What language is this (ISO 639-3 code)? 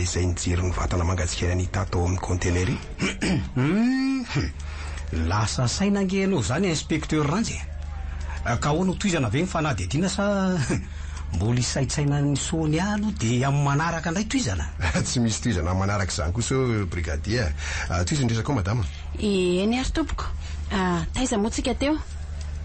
mlg